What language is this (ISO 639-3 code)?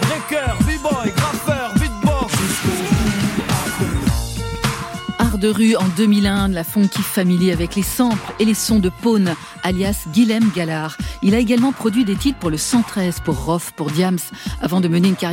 fra